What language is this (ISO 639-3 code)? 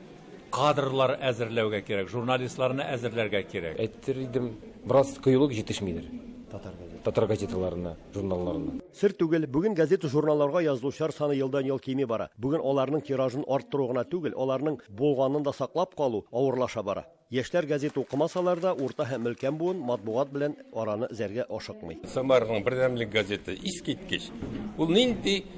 tat